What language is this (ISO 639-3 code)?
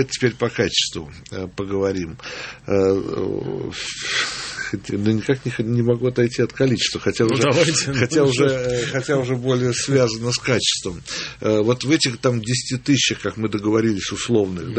rus